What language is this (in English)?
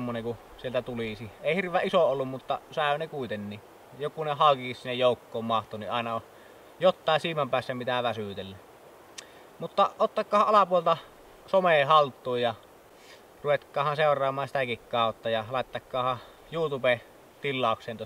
Finnish